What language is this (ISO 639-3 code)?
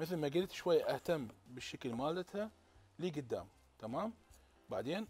acm